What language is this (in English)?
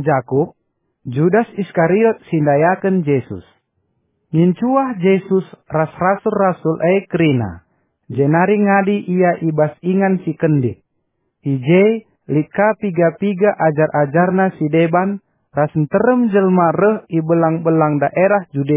Batak Karo